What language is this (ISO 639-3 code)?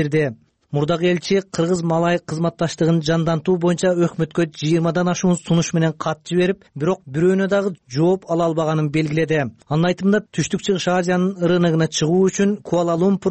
kir